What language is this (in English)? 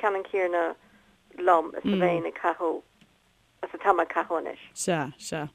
Irish